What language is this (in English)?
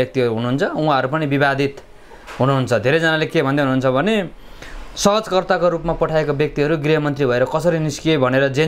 Nepali